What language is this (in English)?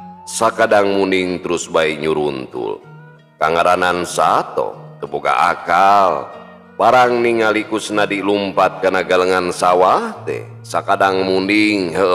Sundanese